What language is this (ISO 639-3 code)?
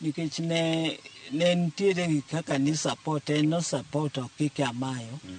luo